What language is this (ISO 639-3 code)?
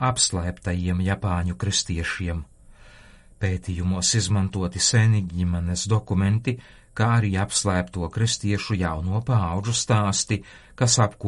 lav